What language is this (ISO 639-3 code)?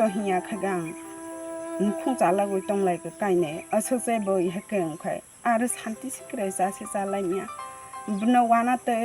trp